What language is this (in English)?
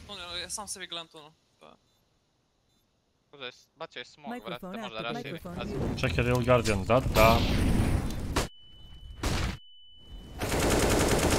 Croatian